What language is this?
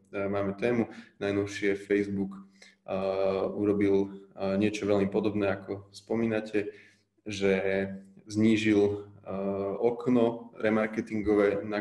Slovak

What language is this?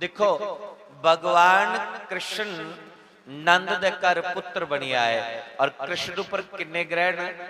Dogri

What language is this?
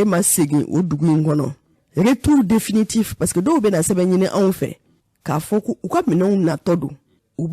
Bambara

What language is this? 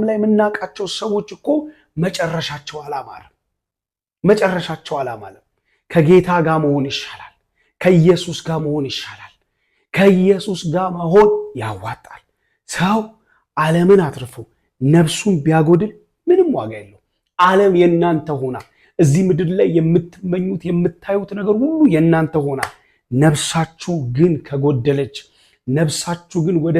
Amharic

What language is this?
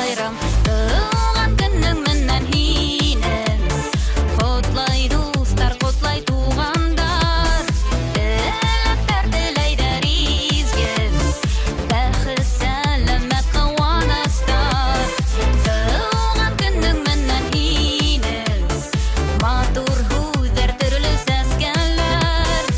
Bashkir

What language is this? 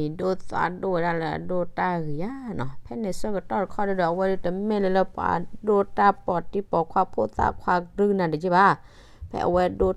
S'gaw Karen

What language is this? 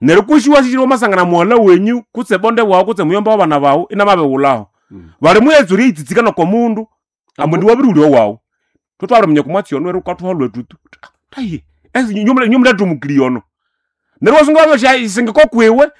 Nande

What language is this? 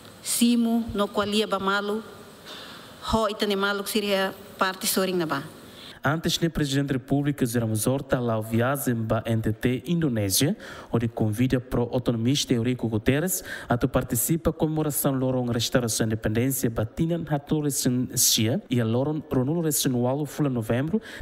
Tetum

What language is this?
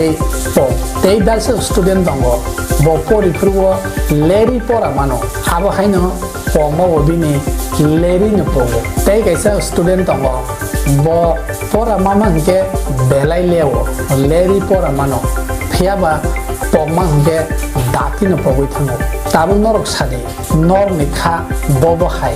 Kok Borok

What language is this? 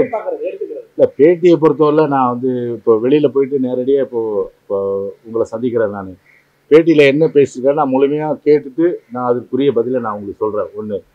Tamil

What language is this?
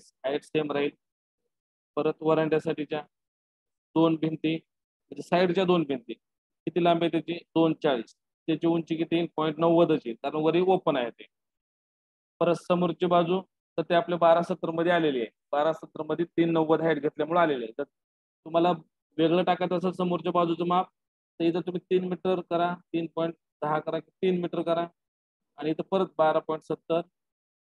Marathi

